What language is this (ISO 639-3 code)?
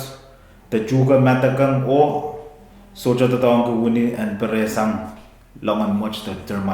pon